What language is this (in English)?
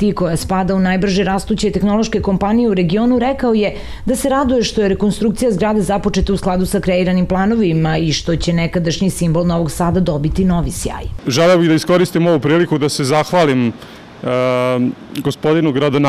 Serbian